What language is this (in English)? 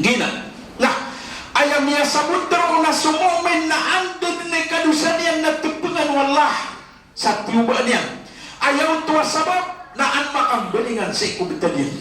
Maranao